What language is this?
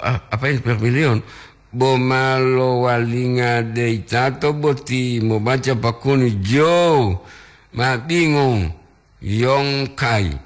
Gorontalo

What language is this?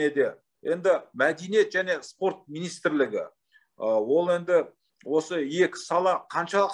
Kazakh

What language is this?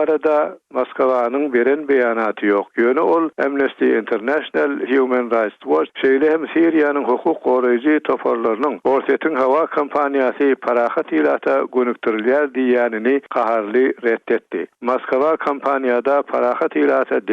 Turkmen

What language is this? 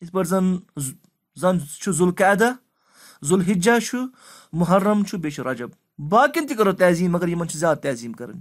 Kashmiri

